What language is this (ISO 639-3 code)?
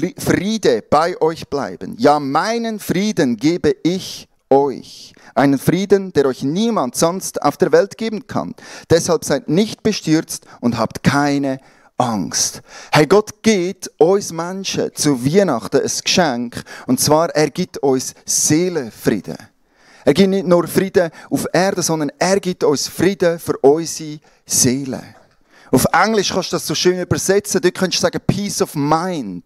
gsw